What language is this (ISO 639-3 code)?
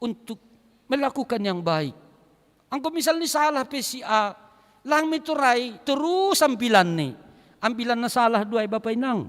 bts